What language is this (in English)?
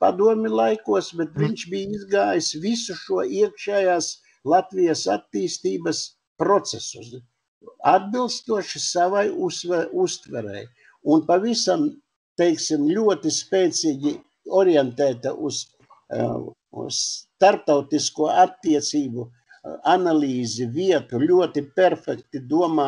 Latvian